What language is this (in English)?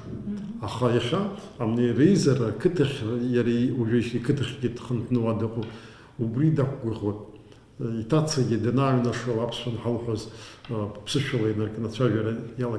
Abkhazian